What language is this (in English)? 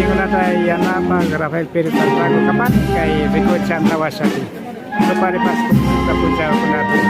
Imbabura Highland Quichua